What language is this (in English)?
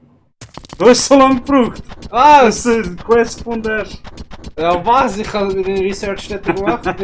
Swiss German